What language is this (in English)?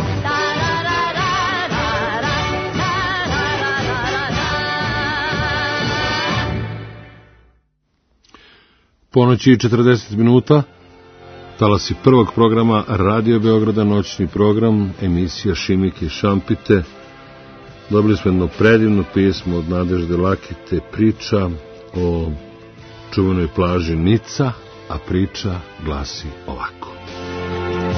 Serbian